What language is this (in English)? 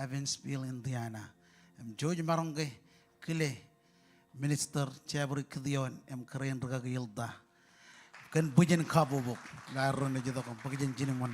Marshallese